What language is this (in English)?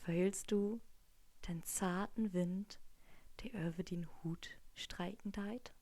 Low German